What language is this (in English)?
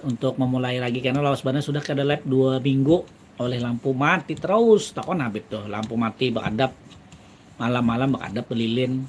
Banjar